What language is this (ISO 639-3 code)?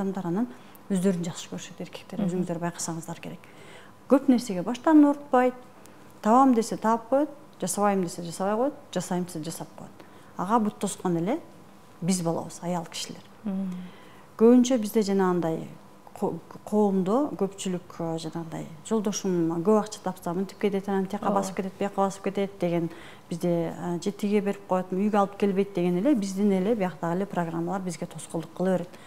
kir